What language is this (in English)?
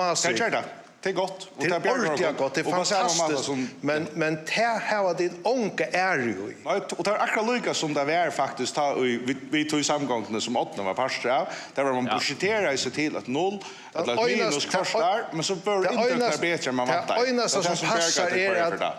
Faroese